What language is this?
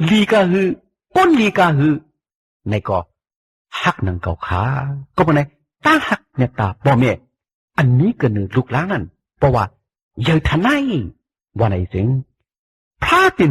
Shan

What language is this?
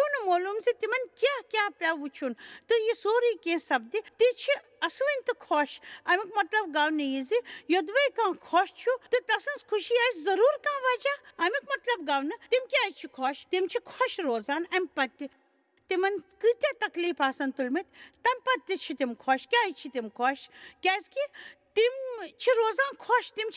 Kashmiri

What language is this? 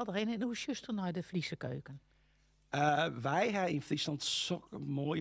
Western Frisian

